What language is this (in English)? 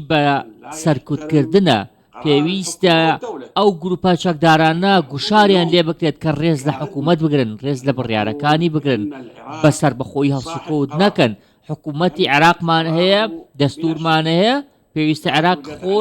Central Kurdish